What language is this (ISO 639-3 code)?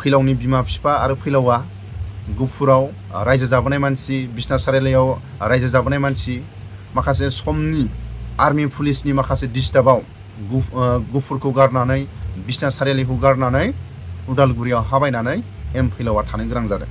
brx